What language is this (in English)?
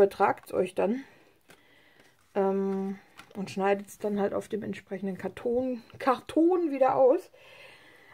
German